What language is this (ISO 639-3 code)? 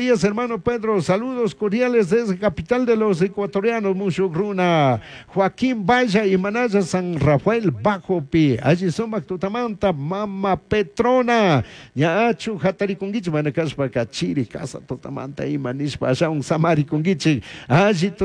qug